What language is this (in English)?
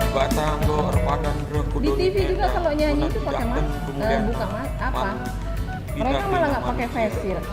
Batak Karo